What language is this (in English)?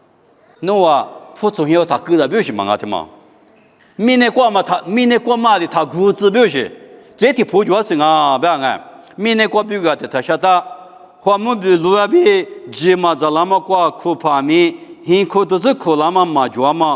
Lisu